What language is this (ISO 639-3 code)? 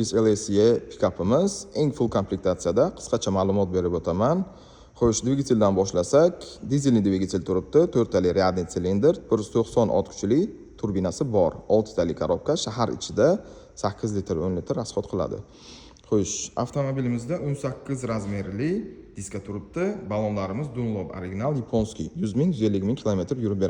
uzb